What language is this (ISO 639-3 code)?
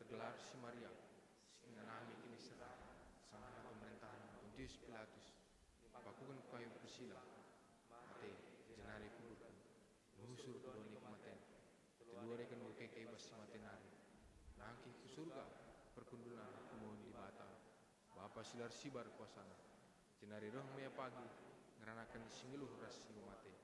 btx